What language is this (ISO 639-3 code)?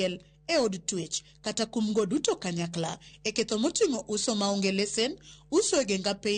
luo